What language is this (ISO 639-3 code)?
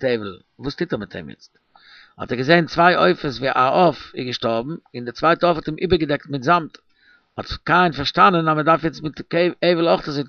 yid